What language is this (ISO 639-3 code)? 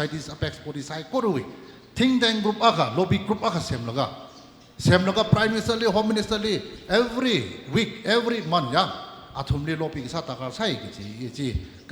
nmf